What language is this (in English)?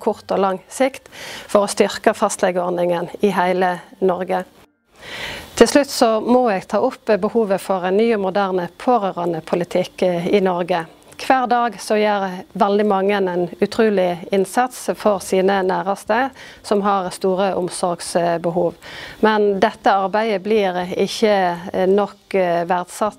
Norwegian